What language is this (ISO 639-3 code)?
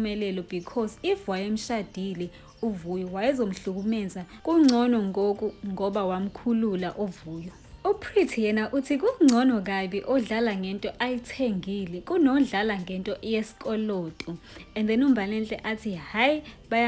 zul